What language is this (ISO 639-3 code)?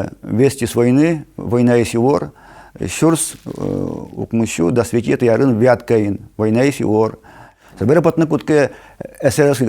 udm